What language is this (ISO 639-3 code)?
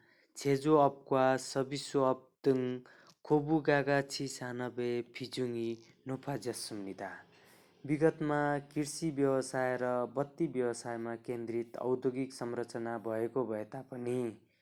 nep